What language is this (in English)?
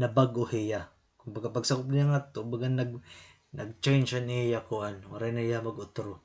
Waray